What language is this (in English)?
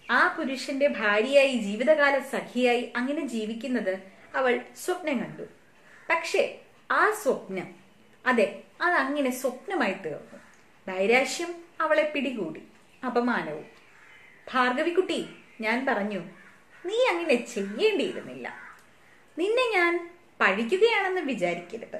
Malayalam